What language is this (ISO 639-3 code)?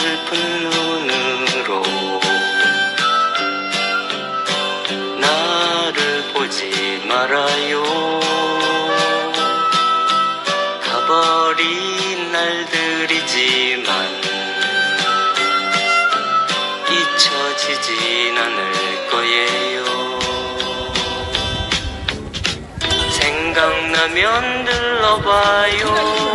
kor